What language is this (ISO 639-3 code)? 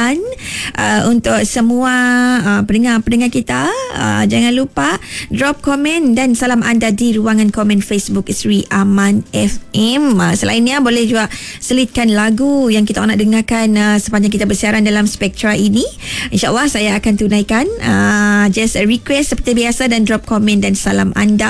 iba